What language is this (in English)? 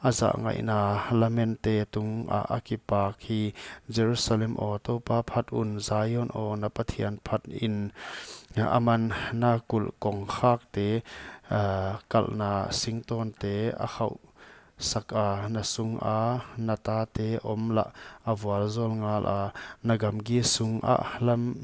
Paite Chin